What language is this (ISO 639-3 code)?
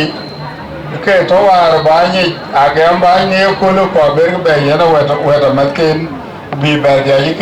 din